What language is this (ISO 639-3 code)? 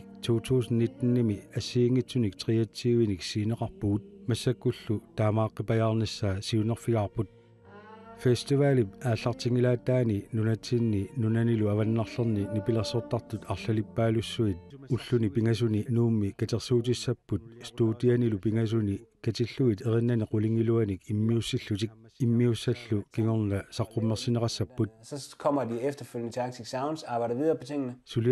kal